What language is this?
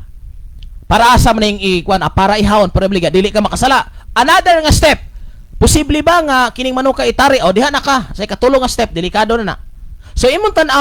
Cebuano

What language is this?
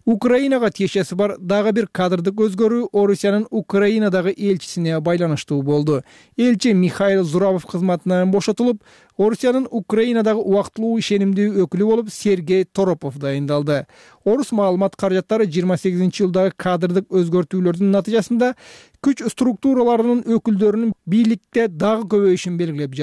Kyrgyz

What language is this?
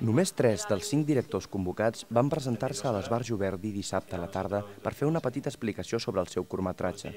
Catalan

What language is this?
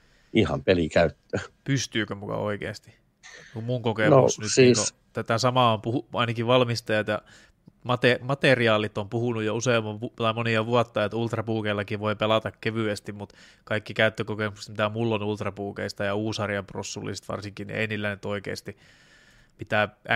Finnish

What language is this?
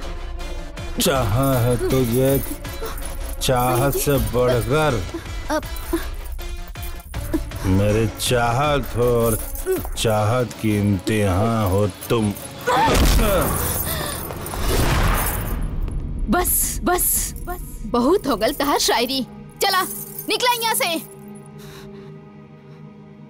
Bhojpuri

